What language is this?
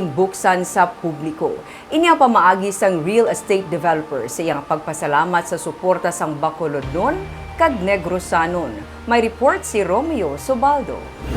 Hiligaynon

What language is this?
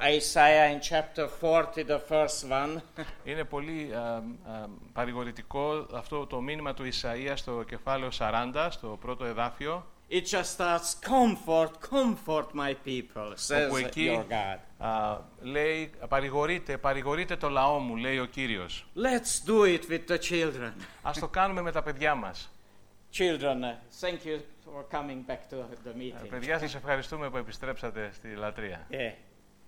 Greek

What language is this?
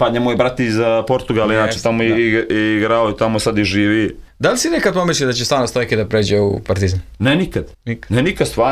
Serbian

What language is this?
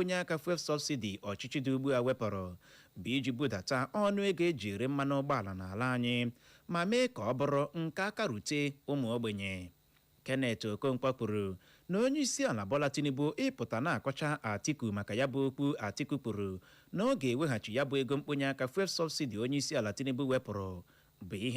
Igbo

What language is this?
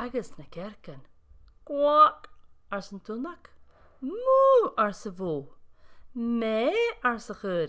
Scottish Gaelic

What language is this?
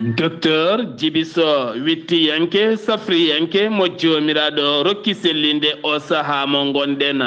Fula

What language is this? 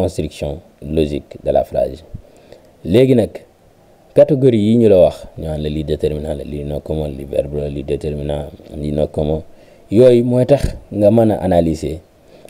Wolof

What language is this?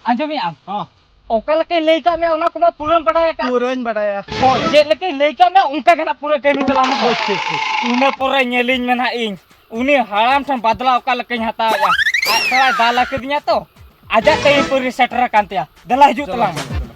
Santali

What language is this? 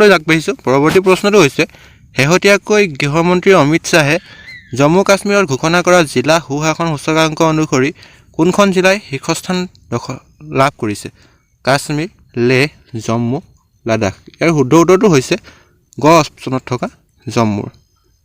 Assamese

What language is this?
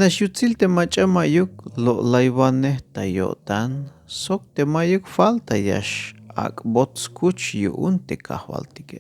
Tzeltal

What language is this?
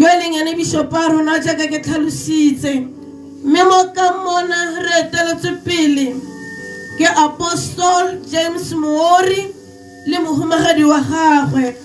Tswana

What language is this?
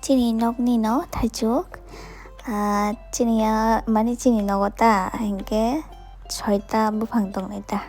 Kok Borok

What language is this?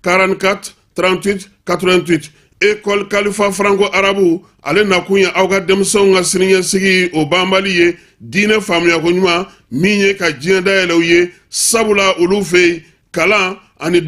Bambara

